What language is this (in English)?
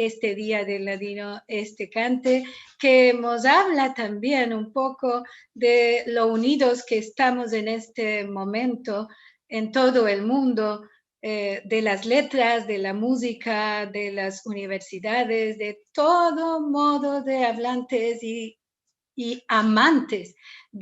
Ladino